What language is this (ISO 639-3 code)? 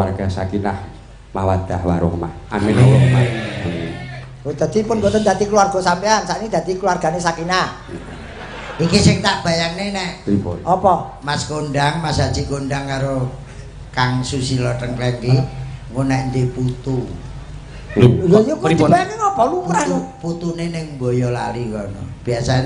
jav